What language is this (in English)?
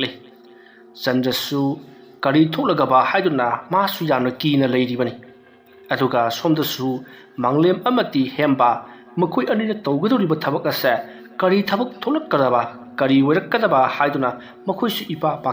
Manipuri